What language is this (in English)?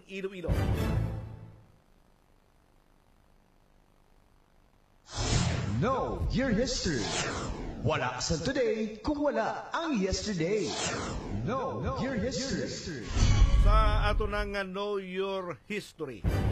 Hiligaynon